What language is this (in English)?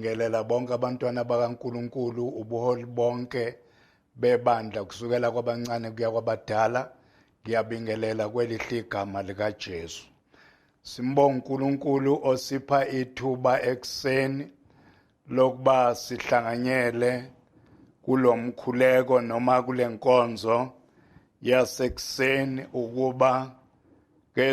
Zulu